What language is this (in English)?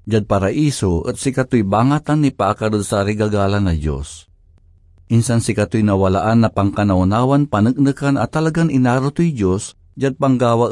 Pangasinan